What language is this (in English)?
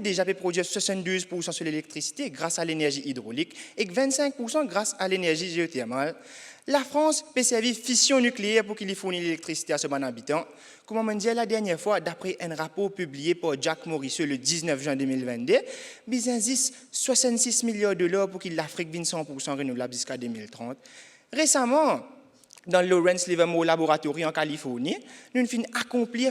Morisyen